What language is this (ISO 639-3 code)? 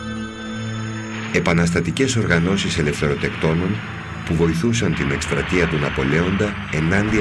ell